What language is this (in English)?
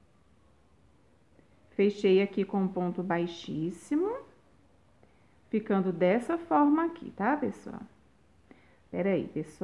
Portuguese